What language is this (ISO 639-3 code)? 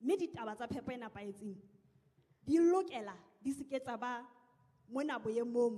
sot